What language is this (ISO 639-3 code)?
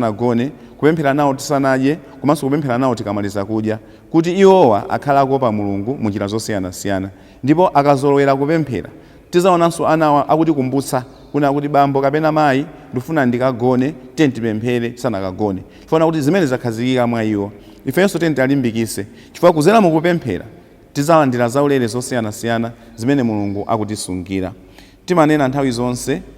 nya